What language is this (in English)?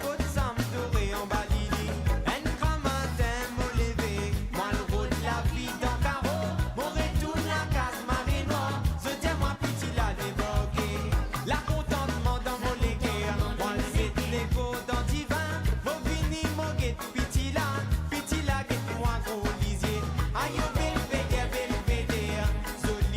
Morisyen